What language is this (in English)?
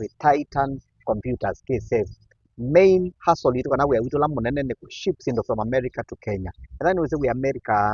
Kamba